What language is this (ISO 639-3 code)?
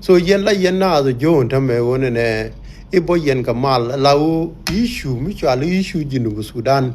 nus